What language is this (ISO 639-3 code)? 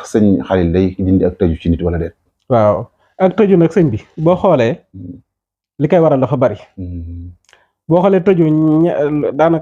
wol